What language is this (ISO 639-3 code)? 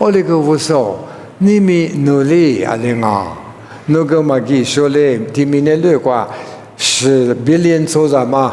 lis